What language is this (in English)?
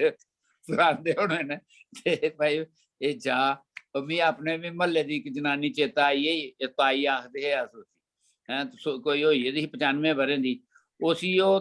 Dogri